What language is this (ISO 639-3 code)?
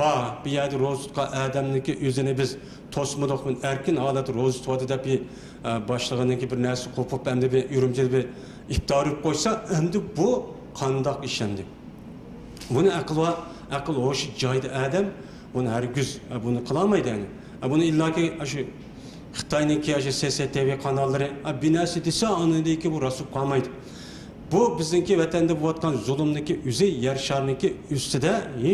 uig